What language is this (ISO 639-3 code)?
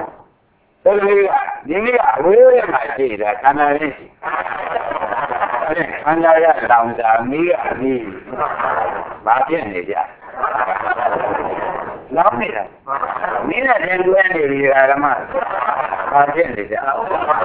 mya